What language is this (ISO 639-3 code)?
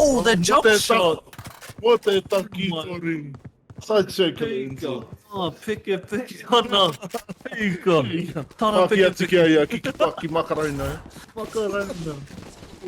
mri